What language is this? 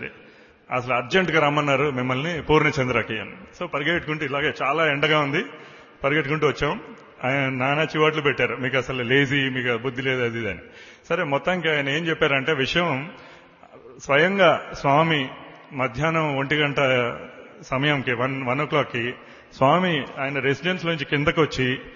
Telugu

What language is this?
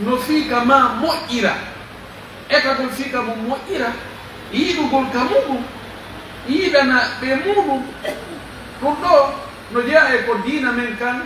Pular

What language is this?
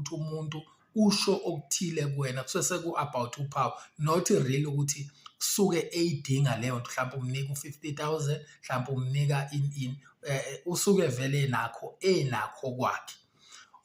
Zulu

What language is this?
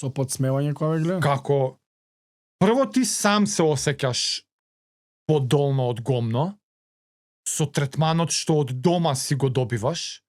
Macedonian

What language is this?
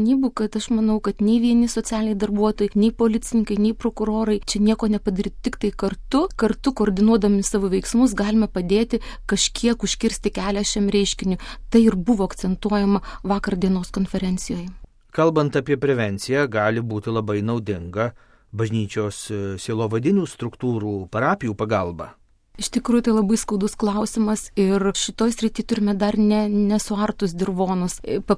Lithuanian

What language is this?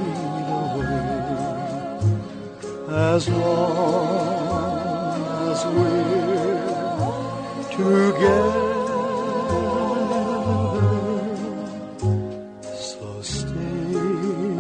Bulgarian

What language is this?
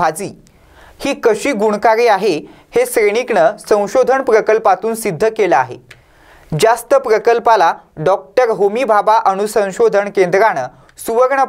Marathi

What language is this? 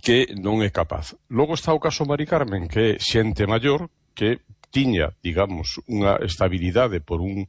Galician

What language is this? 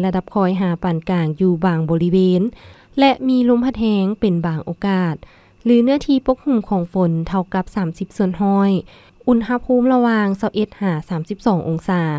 Lao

